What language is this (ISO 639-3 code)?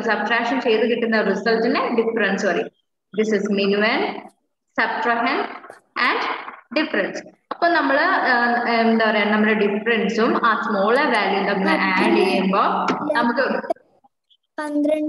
mal